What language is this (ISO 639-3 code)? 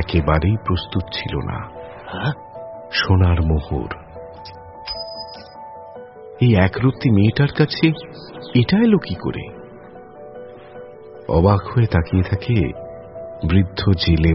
ben